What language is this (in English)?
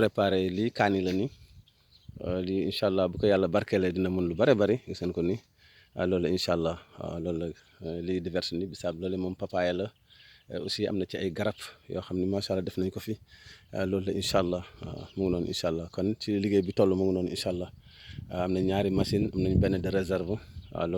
Wolof